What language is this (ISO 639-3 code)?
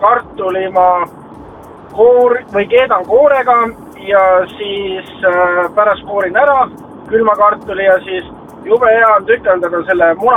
est